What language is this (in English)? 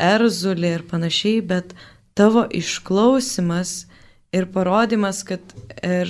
Lithuanian